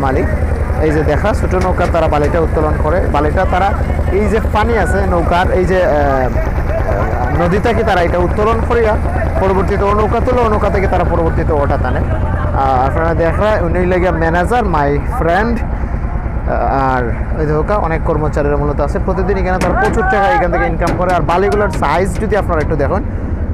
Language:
Sylheti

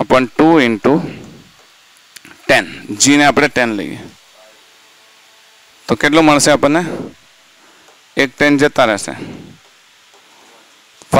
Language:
Gujarati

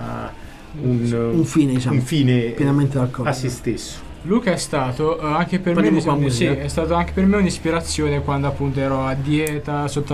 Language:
Italian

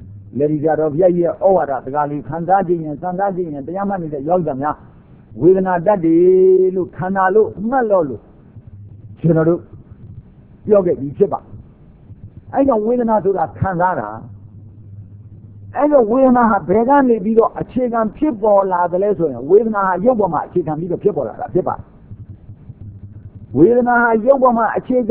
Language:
Burmese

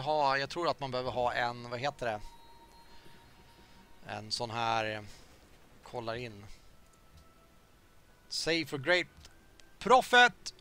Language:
Swedish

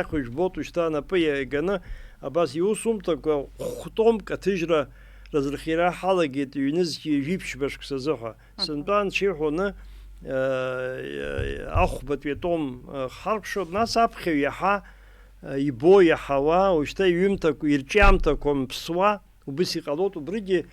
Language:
Abkhazian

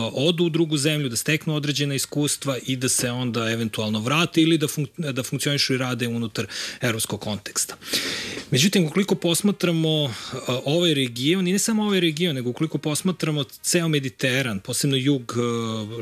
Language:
Serbian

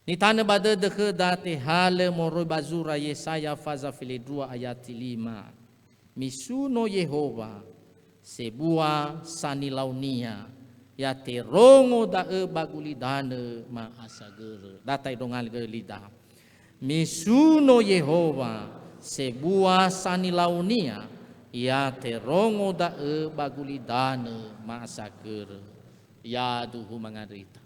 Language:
Nias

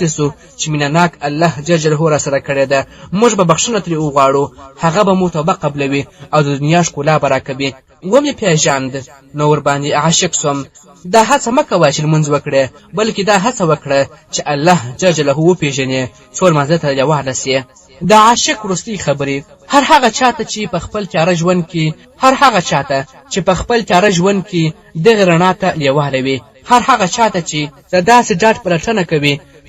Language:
Pashto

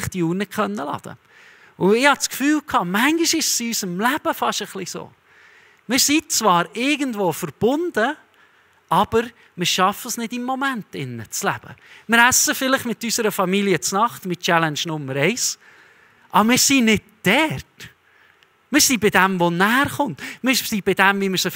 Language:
Swiss German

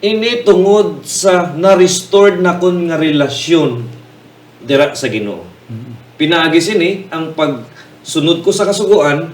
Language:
Hiligaynon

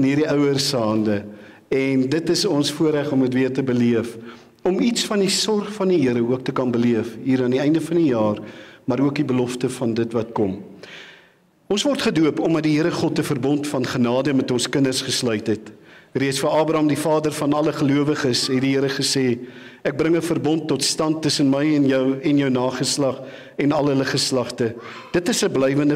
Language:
Afrikaans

